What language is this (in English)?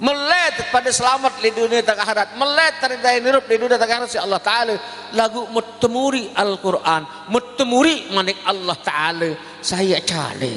Sasak